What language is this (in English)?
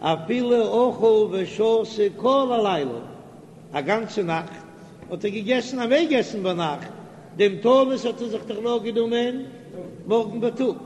Yiddish